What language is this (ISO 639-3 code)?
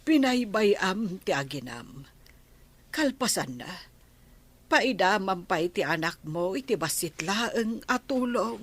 ilo